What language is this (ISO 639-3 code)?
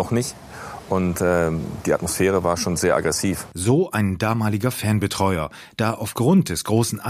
deu